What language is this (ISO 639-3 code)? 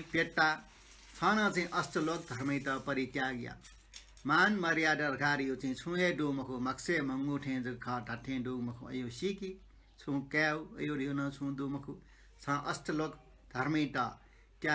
new